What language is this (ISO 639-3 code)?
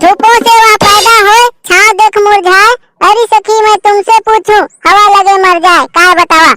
hne